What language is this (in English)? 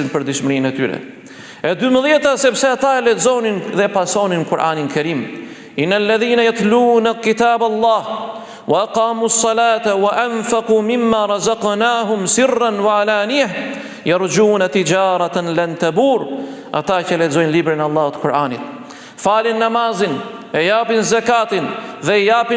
Albanian